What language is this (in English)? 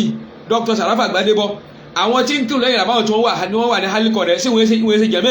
Yoruba